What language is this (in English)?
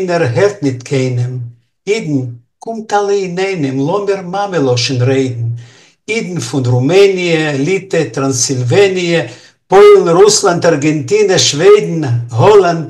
Yiddish